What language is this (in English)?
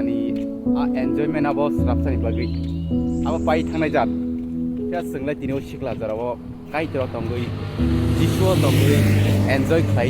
Kok Borok